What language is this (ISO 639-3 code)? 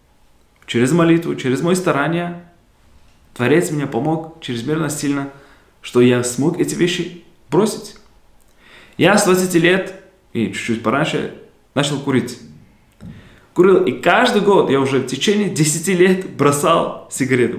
rus